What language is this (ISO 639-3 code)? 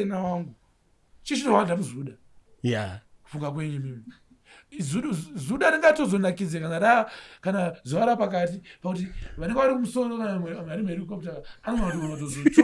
sna